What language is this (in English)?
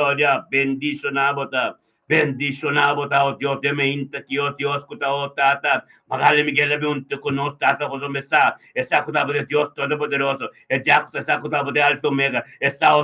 Papiamento